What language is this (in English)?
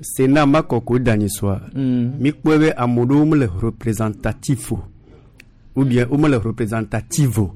Gen